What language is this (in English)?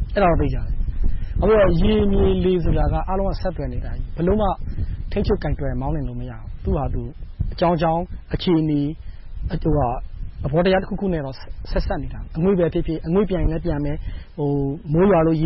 Burmese